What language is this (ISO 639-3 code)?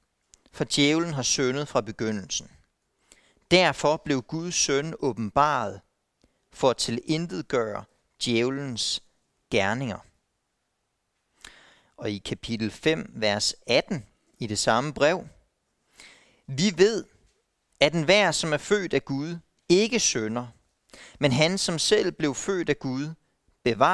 dan